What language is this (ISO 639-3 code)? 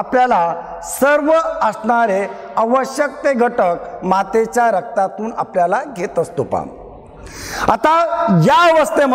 mar